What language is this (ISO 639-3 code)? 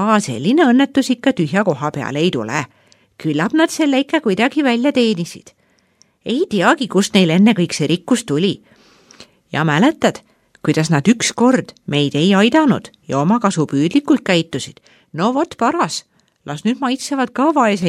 est